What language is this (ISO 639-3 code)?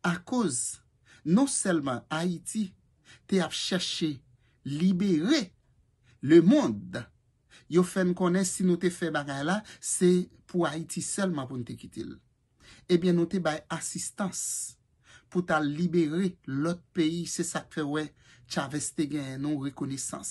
hat